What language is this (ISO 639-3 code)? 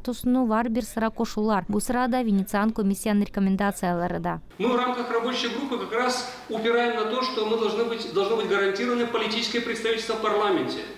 gag